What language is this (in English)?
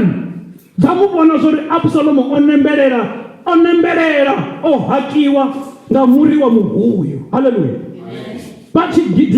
Venda